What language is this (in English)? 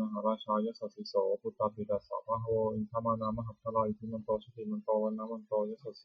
Pali